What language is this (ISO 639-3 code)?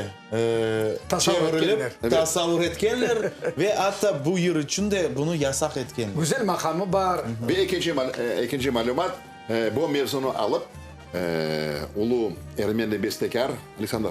crh